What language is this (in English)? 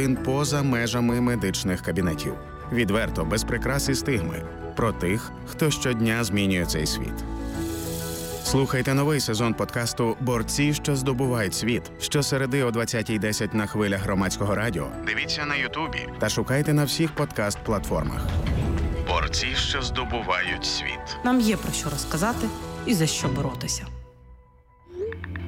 Ukrainian